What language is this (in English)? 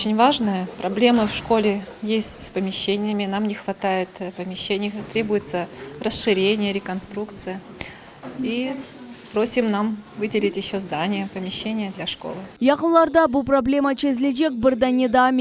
Crimean Tatar